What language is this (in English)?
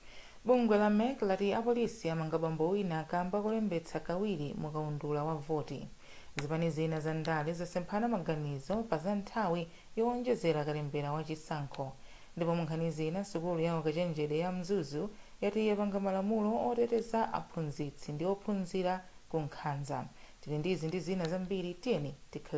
Nyanja